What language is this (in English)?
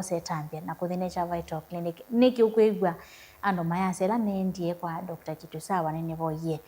Kamba